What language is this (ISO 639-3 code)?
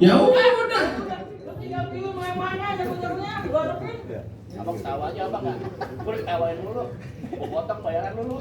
bew